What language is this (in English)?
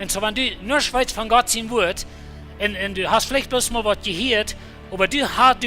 Plautdietsch